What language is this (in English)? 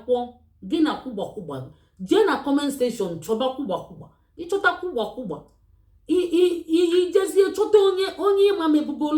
Igbo